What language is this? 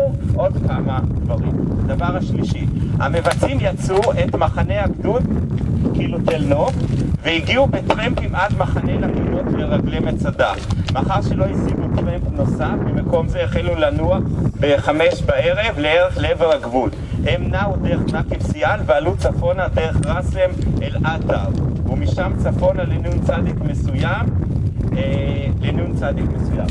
Hebrew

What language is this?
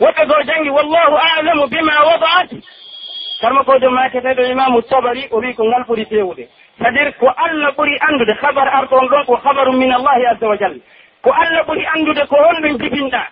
Pular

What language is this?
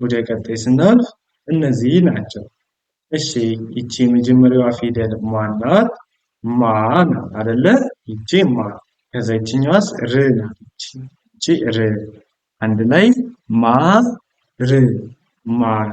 Amharic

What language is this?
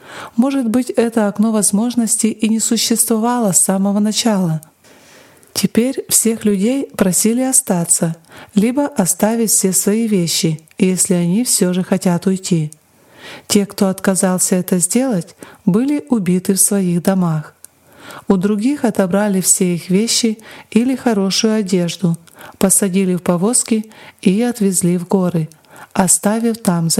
Russian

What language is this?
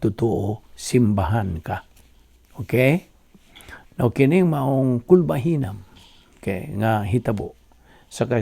Cebuano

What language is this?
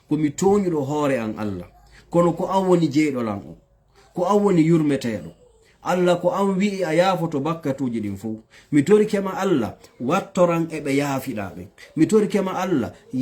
Fula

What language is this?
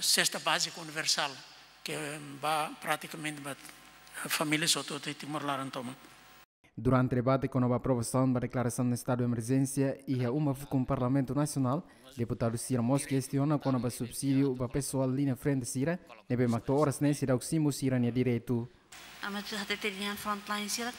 Tetum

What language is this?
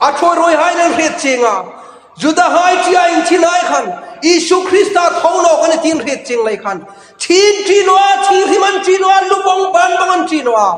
Hmar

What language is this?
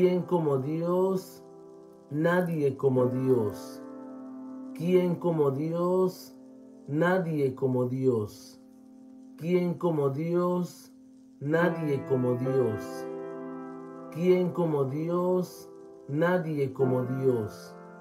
Spanish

